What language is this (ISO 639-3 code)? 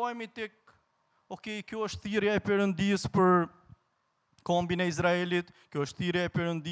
sqi